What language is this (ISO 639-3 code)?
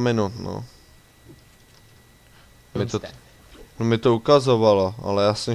ces